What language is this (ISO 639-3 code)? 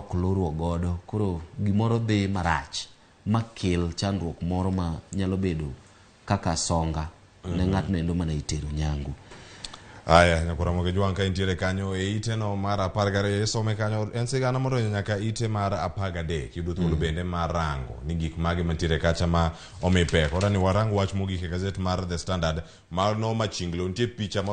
luo